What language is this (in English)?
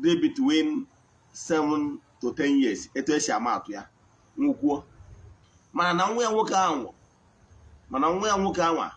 Igbo